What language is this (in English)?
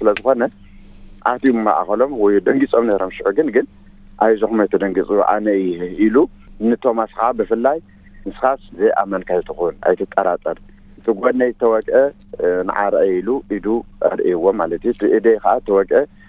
Tigrinya